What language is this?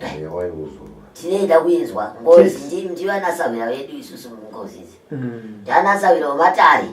Shona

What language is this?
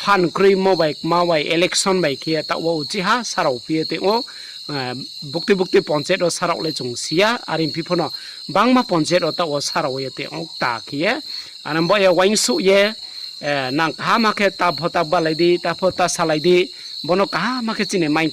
Riang (India)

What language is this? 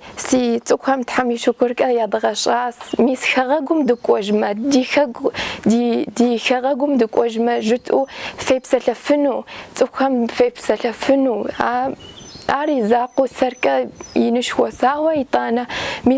Kabardian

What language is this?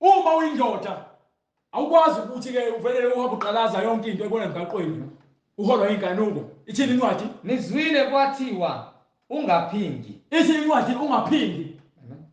Zulu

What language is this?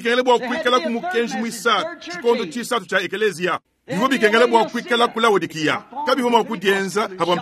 Luba-Lulua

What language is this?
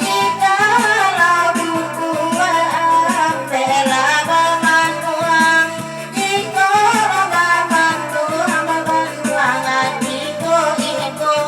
Minangkabau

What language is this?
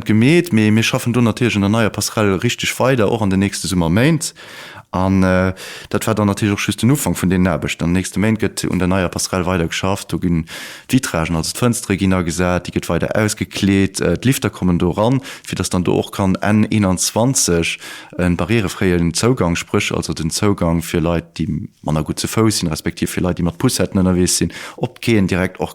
Luxembourgish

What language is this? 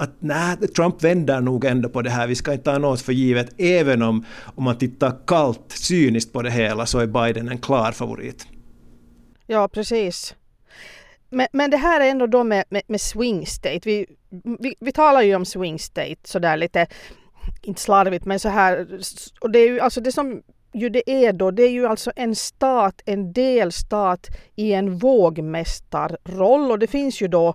Swedish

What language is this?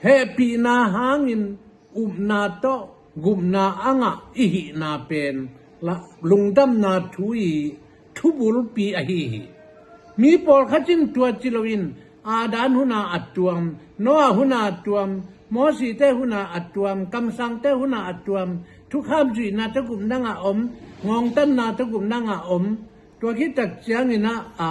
Tedim Chin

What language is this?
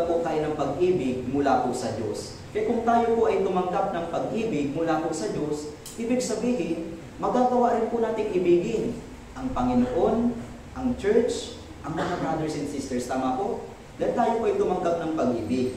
Filipino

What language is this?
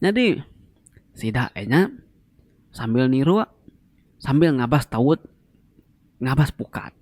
Iban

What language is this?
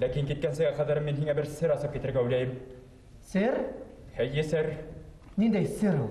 Bashkir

